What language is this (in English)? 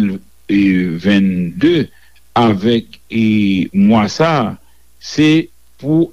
Haitian Creole